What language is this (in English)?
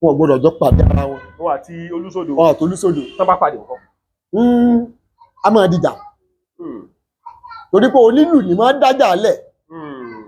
Yoruba